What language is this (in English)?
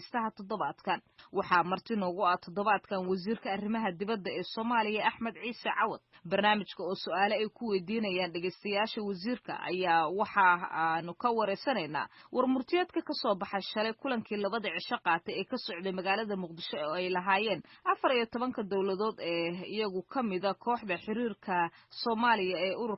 Somali